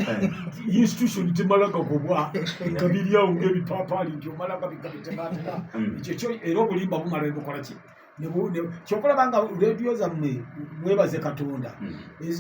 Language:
Ganda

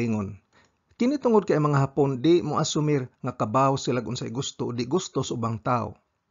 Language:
Cebuano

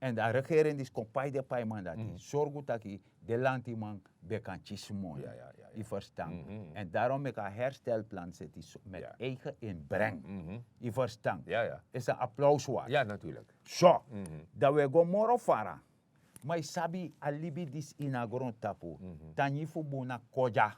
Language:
Sranan Tongo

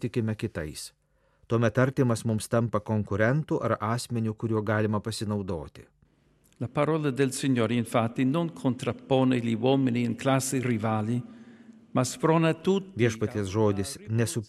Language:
Lithuanian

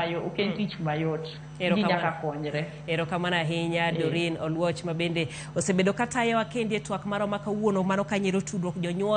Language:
Luo (Kenya and Tanzania)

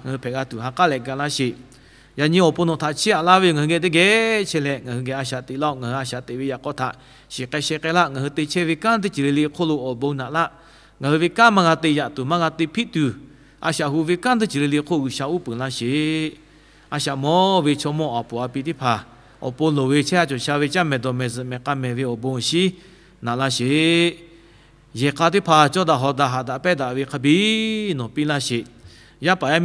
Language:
Lahu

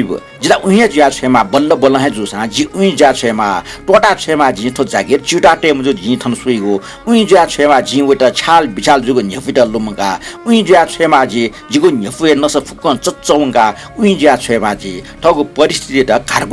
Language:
Newari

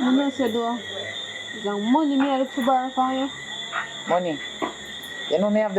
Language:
Jamaican Creole English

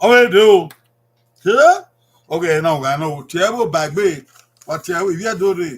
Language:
Bini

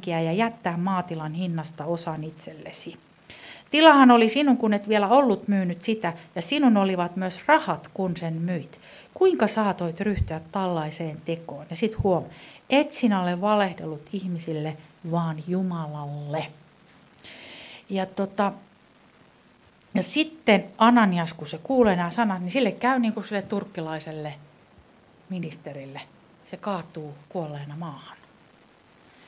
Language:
Finnish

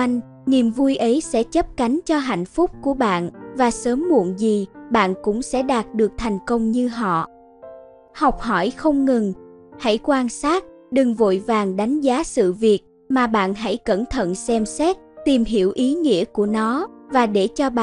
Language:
Vietnamese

